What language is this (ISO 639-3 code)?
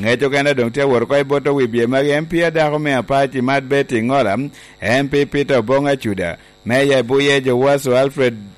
laj